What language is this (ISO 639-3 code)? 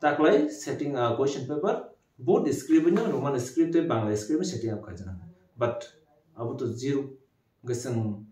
trp